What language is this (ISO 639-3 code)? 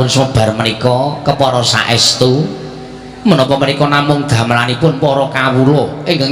jav